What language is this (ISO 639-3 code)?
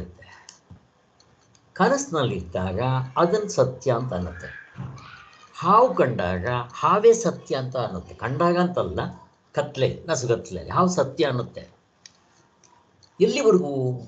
kan